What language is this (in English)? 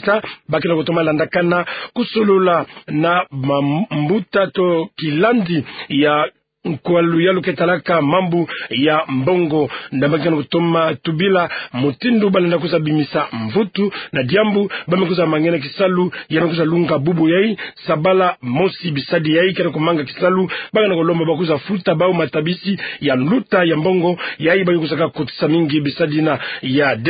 Kituba (Democratic Republic of Congo)